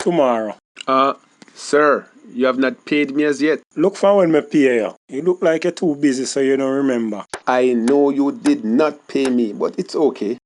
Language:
Jamaican Creole English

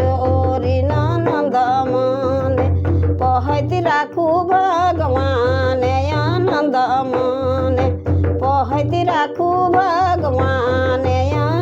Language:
Sadri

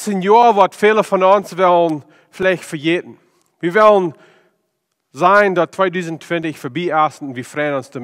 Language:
Plautdietsch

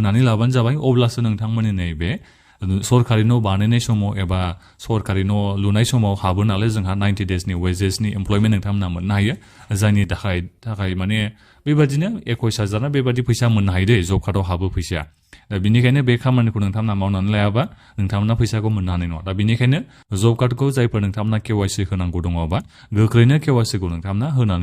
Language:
Bodo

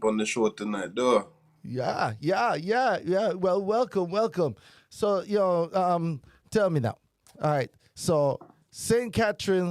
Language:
Jamaican Creole English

